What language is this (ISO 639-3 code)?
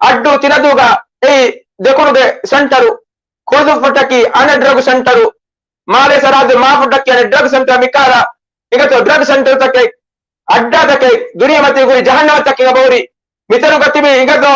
div